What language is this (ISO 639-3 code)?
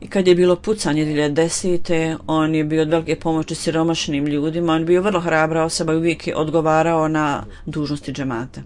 bos